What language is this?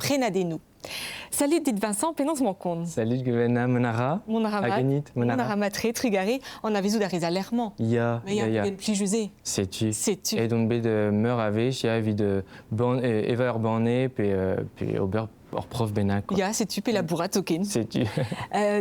Breton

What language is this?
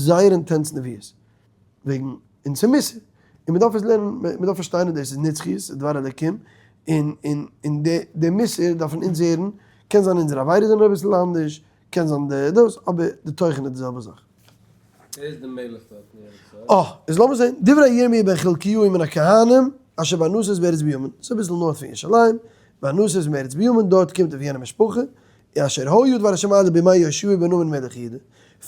Yiddish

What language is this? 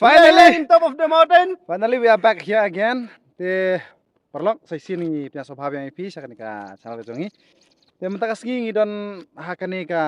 Khasi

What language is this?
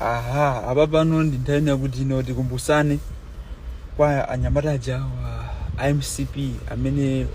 Nyanja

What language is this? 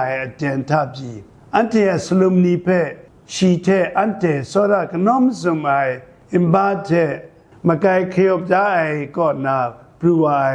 Kachin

